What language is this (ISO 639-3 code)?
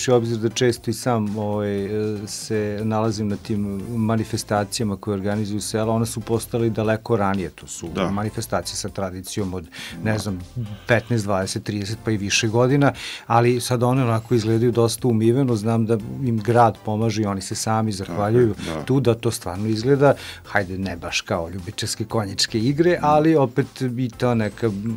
srp